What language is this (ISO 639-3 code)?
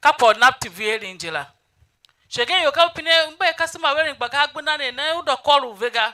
tiv